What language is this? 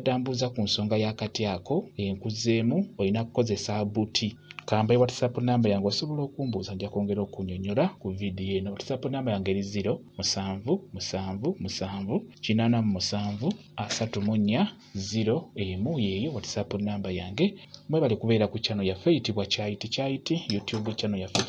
Ganda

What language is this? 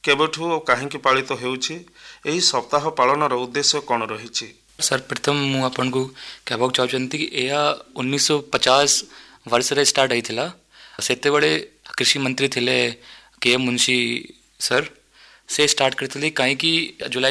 Odia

